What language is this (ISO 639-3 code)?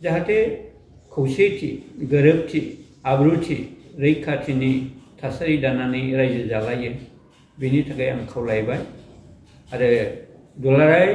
brx